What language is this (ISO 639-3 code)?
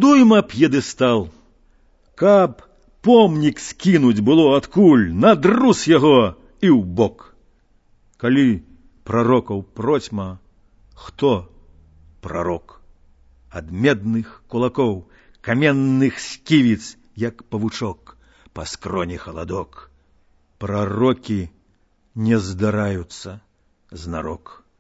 bel